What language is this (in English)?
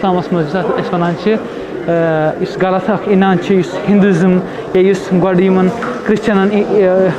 Kashmiri